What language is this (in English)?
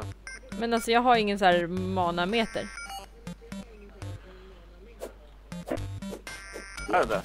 Swedish